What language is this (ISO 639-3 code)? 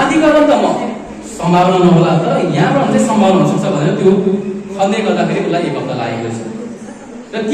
nep